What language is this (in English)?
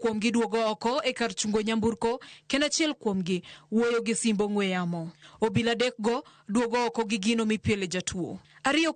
Luo (Kenya and Tanzania)